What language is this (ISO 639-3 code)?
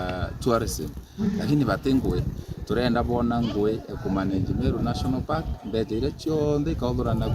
mer